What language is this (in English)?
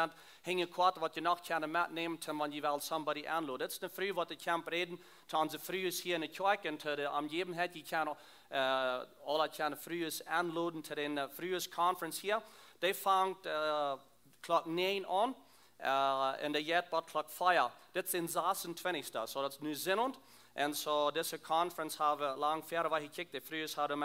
Plautdietsch